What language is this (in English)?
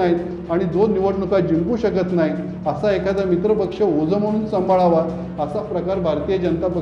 Marathi